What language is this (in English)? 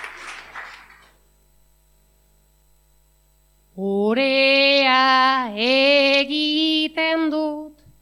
Basque